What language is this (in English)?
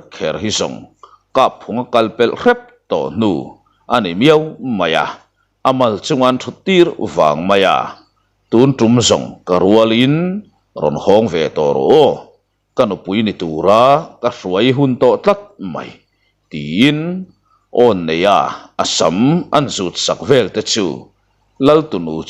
Mizo